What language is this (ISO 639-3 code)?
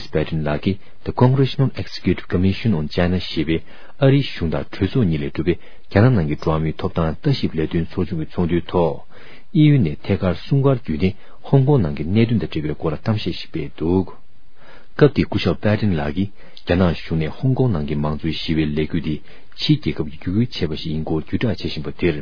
bod